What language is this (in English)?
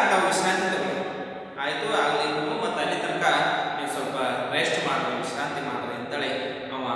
Kannada